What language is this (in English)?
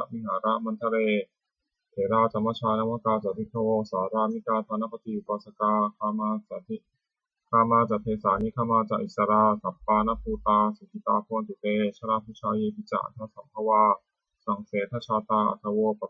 Pali